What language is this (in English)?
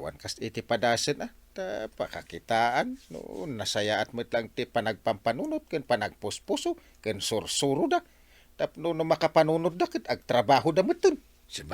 Iloko